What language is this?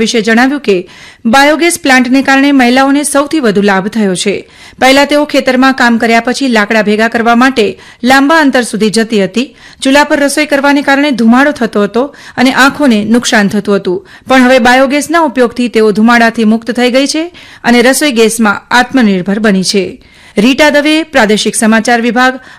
Gujarati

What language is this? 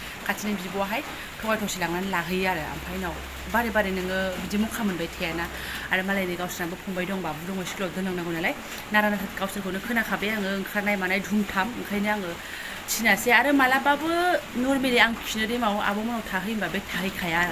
Bodo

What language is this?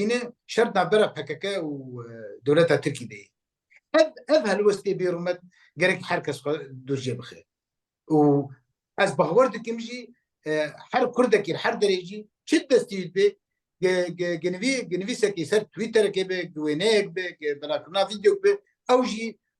Kurdish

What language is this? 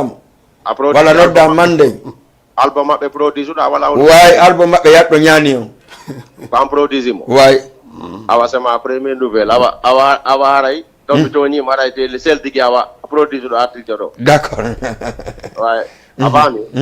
Fula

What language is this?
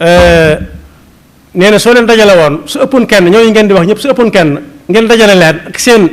Wolof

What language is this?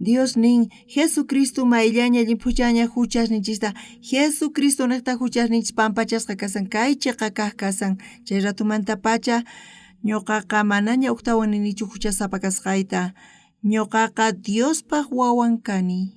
South Bolivian Quechua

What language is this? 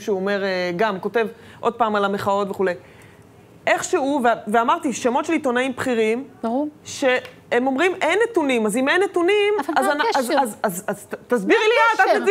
Hebrew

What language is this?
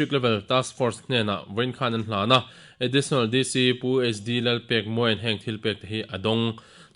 Mizo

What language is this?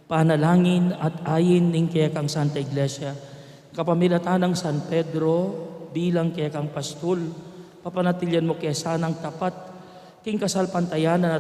Pampanga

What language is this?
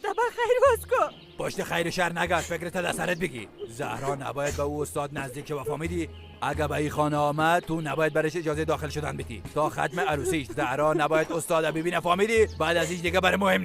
Persian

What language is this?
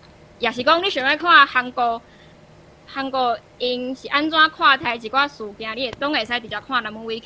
Min Nan Chinese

